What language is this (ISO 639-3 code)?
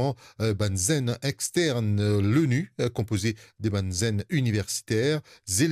mfe